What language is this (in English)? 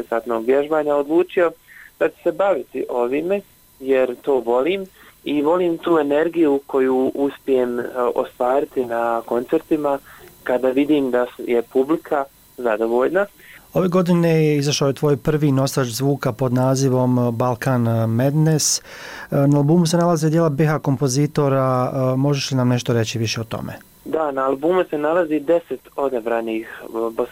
Bosnian